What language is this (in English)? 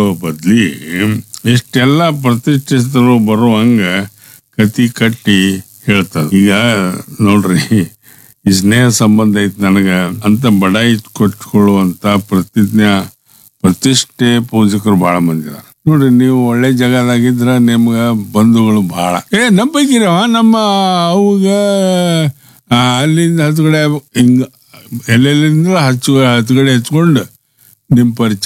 Kannada